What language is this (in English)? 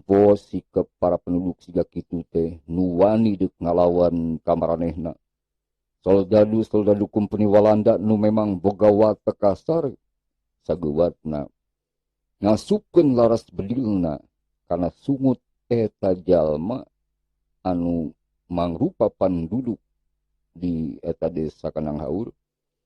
Sundanese